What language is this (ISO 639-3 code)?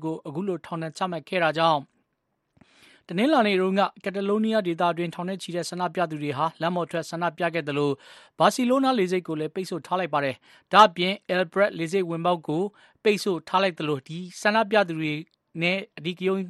mya